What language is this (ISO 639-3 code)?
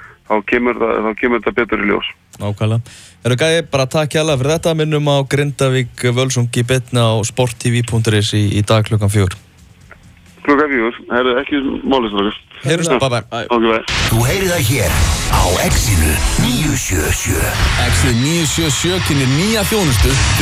isl